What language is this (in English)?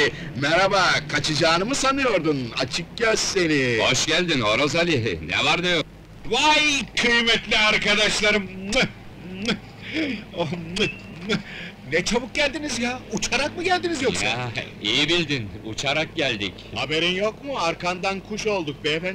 Turkish